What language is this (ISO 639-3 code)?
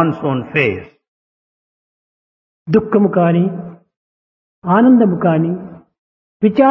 tel